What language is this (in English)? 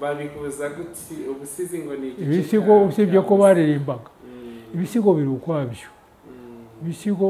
Kinyarwanda